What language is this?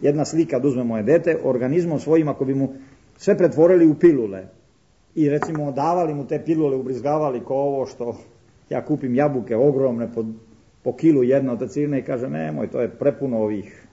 Serbian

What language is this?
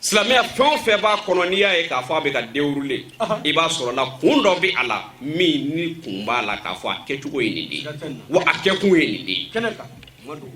Bambara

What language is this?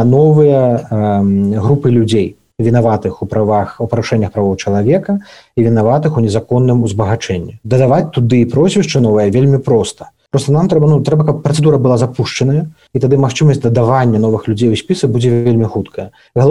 Belarusian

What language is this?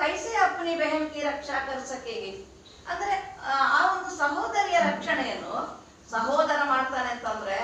Tulu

